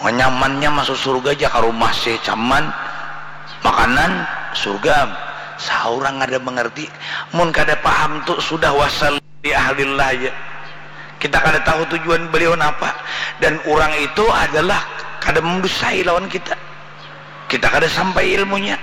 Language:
Banjar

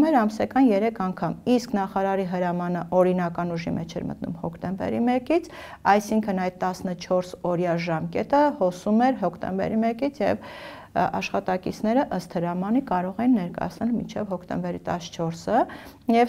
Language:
Armenian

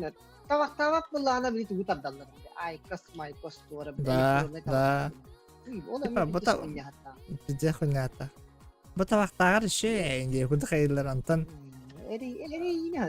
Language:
Yakut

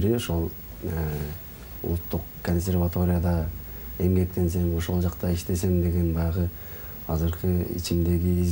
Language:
Kyrgyz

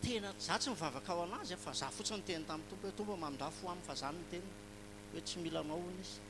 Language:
Malagasy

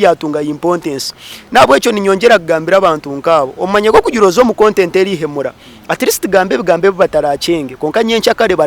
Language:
Nyankole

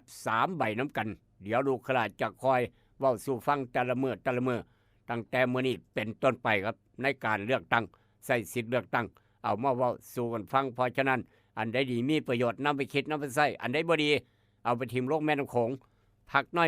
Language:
Northeastern Thai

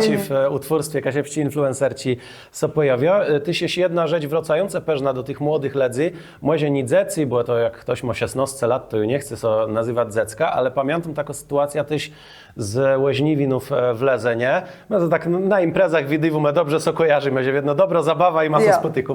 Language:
Kashubian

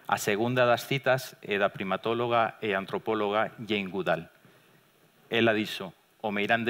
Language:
Galician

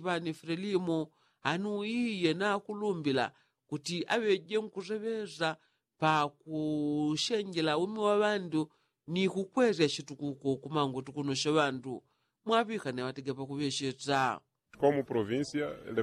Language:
Yao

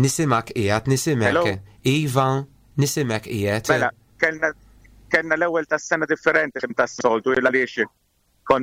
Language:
Maltese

